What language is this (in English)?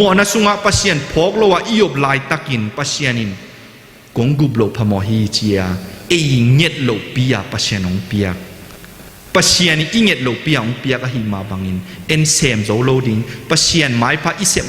Tedim Chin